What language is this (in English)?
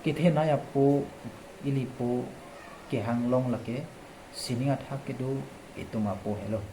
Karbi